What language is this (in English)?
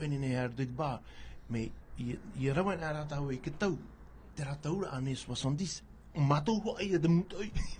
Tahitian